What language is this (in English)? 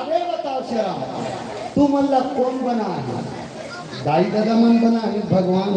Chhattisgarhi